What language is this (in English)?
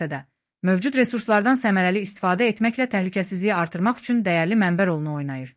Azerbaijani